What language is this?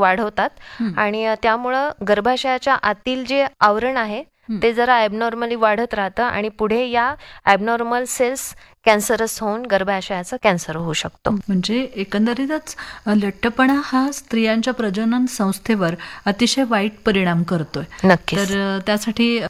Marathi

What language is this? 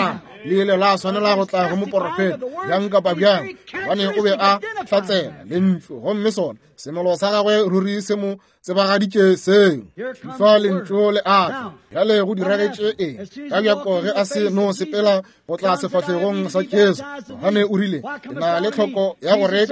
Northern Sotho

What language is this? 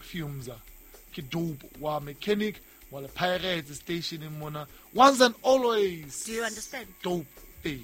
Southern Sotho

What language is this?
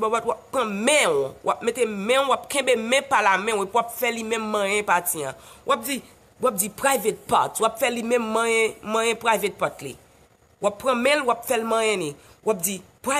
Haitian Creole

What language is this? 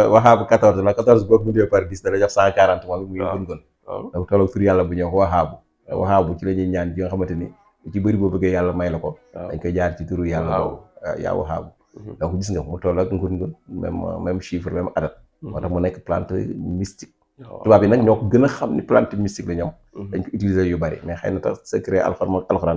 Wolof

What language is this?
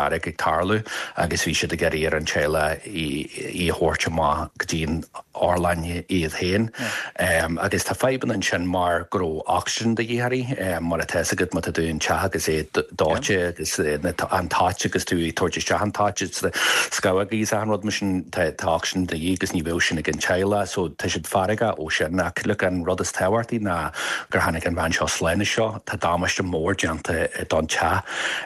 Irish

